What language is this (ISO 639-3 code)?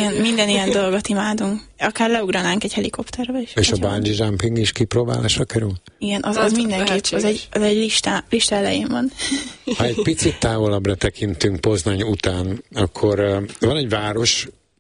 hun